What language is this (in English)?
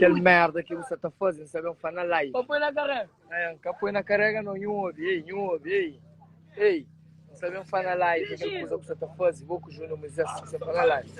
Kabuverdianu